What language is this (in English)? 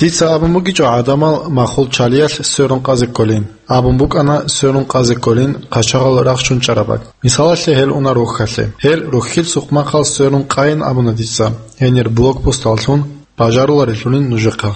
Avaric